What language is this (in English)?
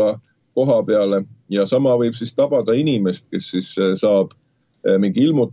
Estonian